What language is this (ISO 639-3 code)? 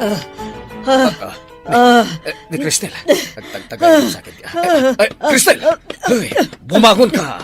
ilo